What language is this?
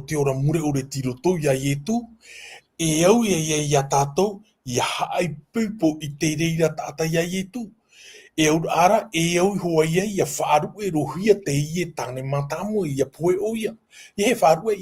Tahitian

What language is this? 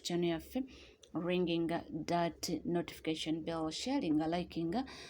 Ganda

